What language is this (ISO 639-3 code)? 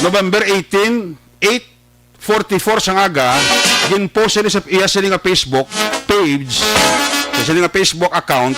hil